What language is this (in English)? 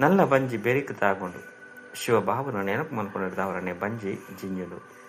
Tulu